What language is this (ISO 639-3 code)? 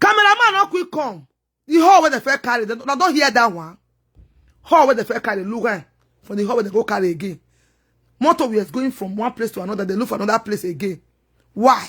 pcm